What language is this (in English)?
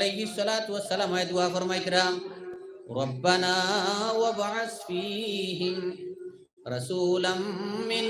Sylheti